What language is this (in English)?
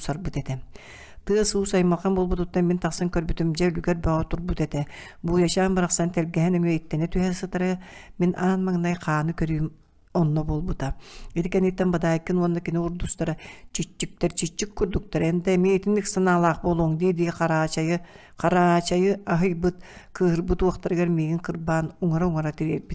Yakut